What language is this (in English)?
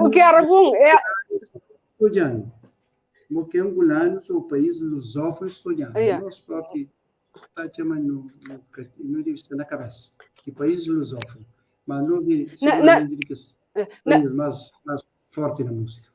Kabuverdianu